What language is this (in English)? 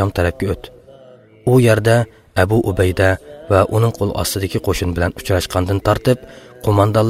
Uyghur